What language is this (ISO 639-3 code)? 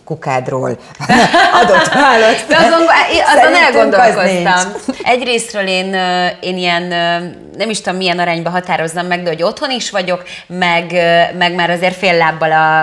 hun